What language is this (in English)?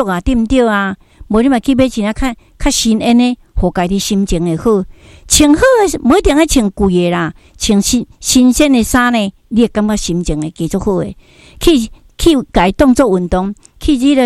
Min Nan Chinese